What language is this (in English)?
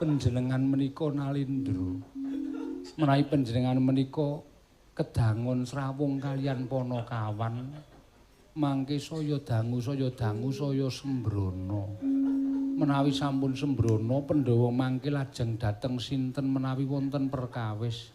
Javanese